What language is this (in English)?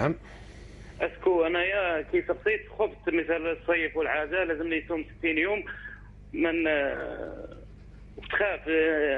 Algerian Arabic